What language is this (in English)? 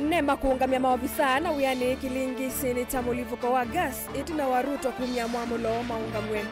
Kamba